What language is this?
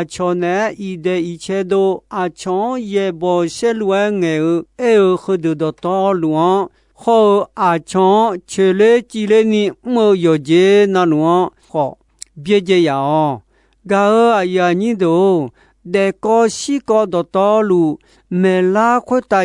Akha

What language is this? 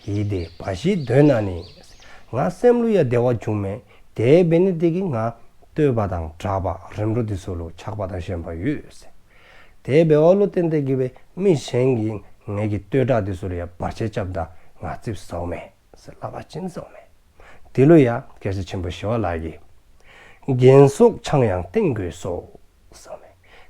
Dzongkha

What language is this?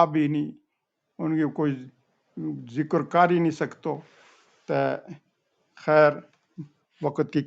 Gujari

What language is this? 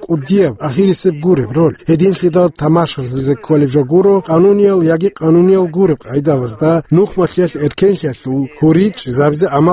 Avaric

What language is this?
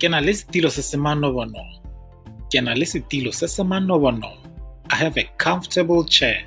Tswana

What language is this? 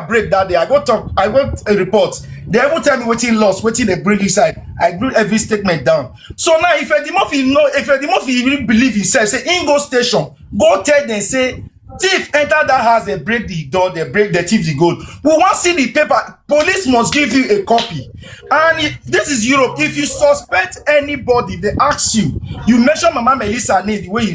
Nigerian Pidgin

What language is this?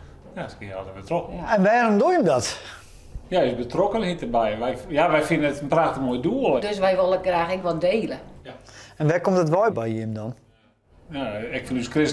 Western Frisian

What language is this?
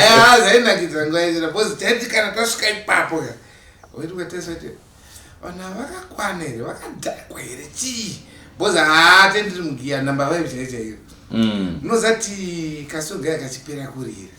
Shona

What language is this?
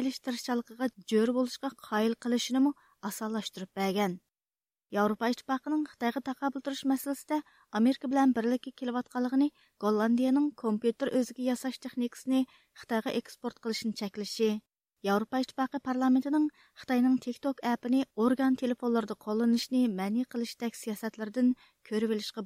Uyghur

